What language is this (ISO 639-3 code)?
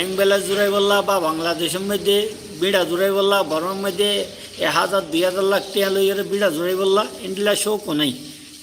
rhg